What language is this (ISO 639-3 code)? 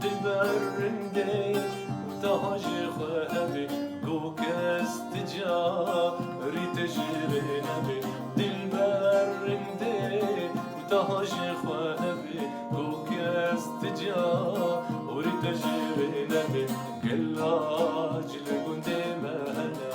kur